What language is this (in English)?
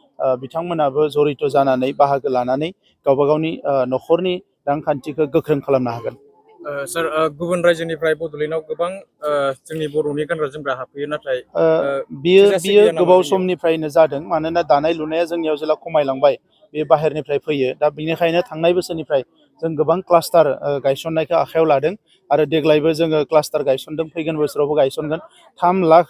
Bodo